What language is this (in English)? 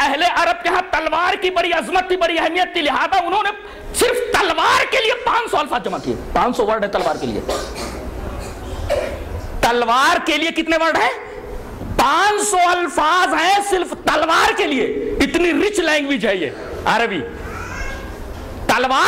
Urdu